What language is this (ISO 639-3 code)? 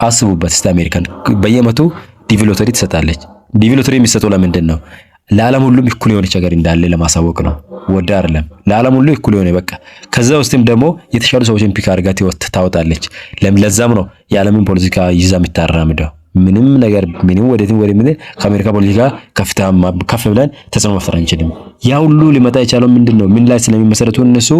amh